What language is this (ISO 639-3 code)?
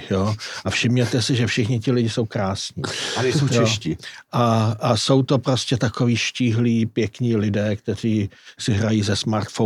ces